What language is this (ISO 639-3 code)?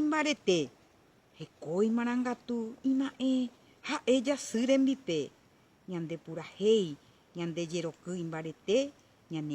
grn